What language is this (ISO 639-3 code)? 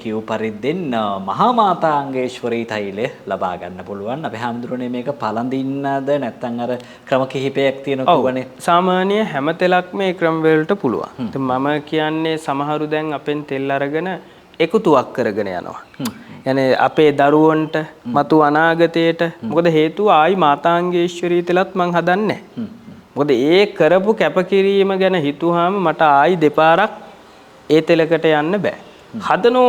sin